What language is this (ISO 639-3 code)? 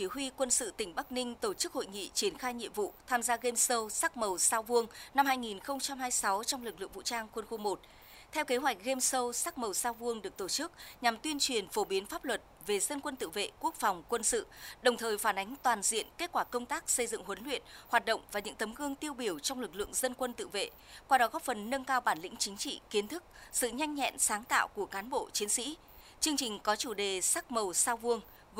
vie